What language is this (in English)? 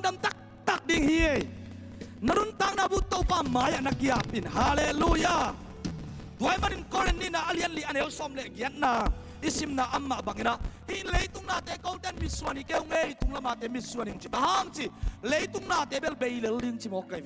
Tedim Chin